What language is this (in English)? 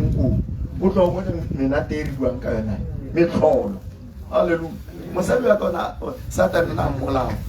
Tswana